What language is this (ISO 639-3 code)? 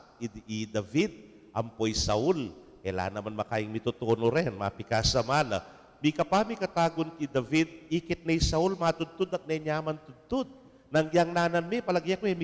pam